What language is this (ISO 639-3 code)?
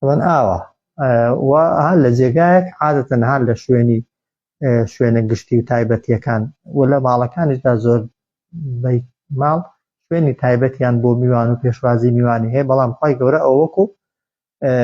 ckb